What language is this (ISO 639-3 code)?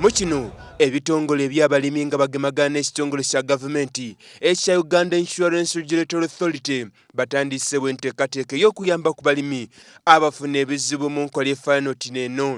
xog